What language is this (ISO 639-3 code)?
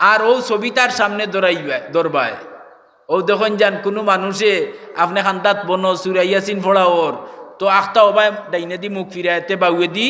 syl